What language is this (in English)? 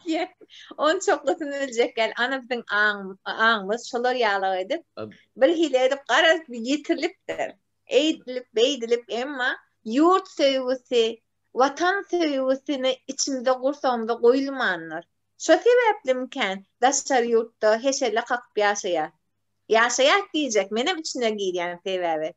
Turkmen